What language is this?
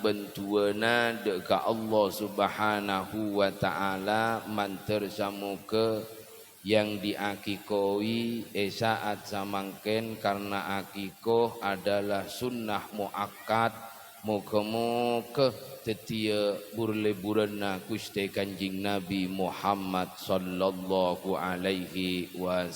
Madurese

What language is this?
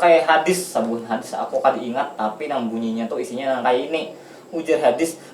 Banjar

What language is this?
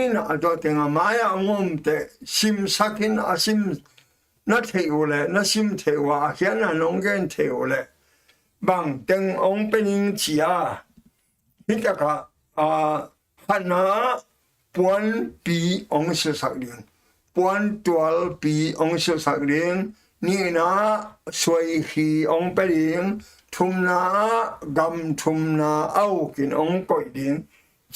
Tedim Chin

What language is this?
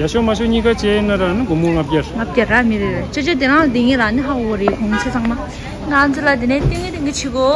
Tibetan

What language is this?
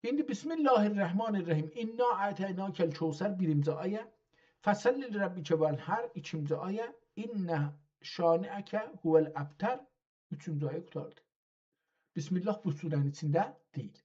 South Azerbaijani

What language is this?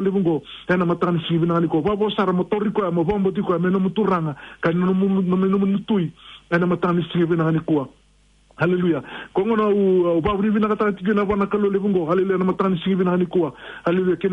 Fijian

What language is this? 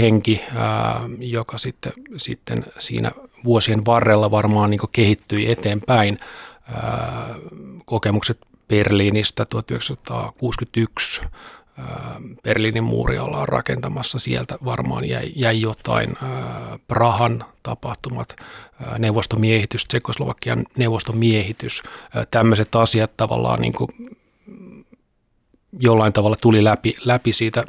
Finnish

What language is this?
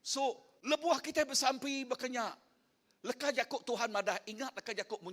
Iban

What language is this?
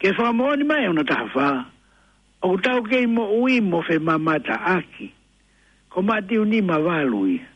Tongan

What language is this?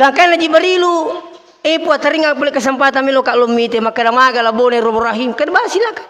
Buginese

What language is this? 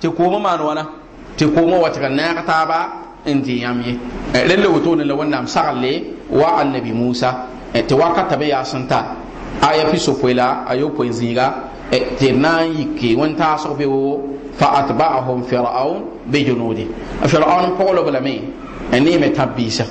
Mossi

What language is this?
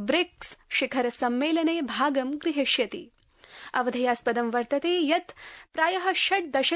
Sanskrit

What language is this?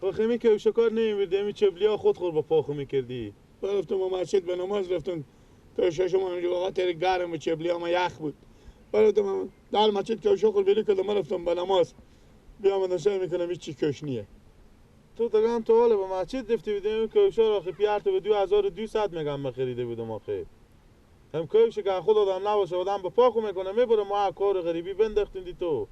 Persian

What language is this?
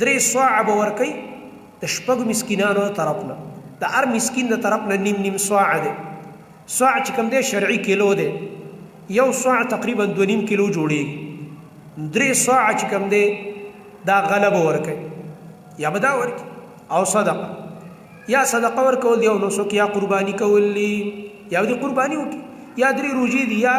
Pashto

